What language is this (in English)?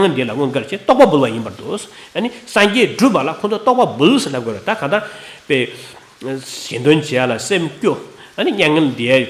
Tibetan